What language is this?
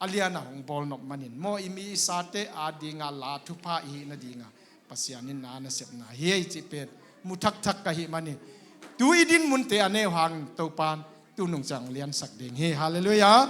Tedim Chin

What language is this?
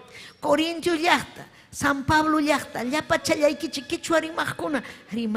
Ayacucho Quechua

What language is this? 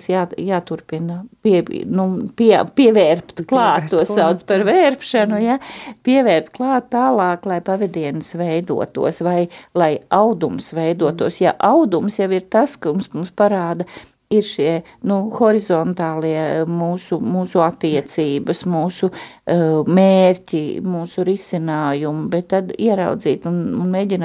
Latvian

